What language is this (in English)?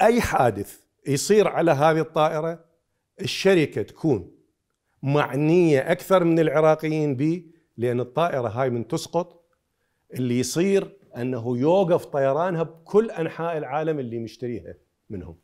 Mesopotamian Arabic